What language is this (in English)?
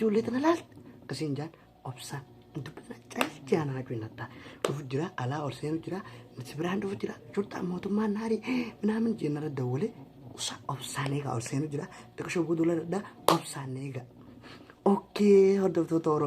Oromo